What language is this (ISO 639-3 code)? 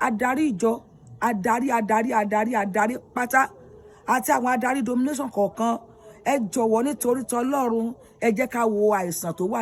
yor